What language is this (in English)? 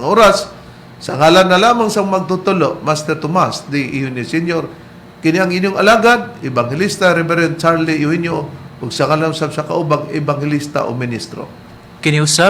Cebuano